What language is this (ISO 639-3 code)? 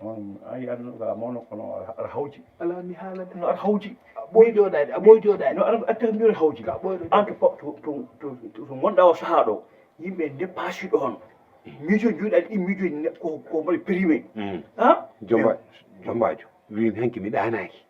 ful